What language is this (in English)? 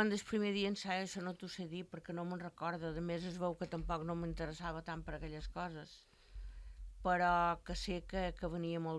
Catalan